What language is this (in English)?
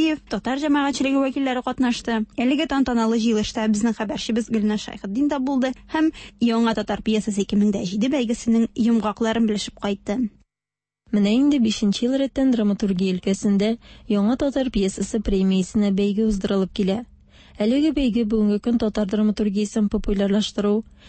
Tatar